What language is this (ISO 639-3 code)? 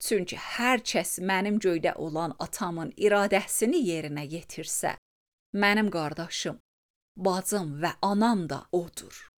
aze